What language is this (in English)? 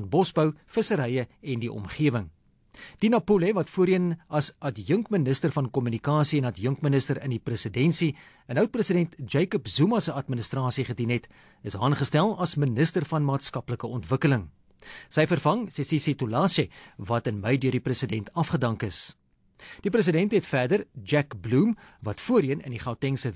Afrikaans